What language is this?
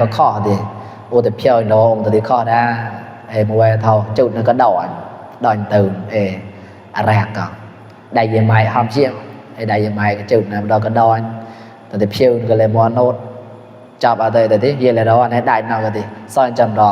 Mon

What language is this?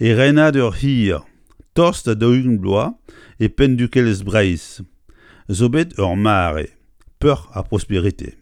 Breton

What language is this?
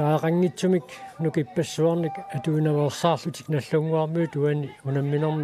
Kalaallisut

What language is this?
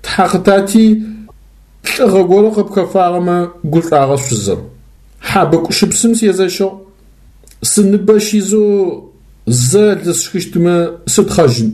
Adyghe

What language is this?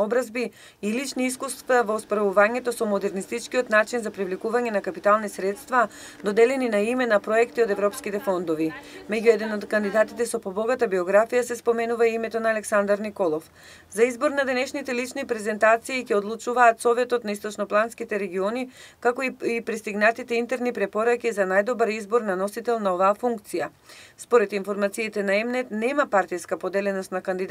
Macedonian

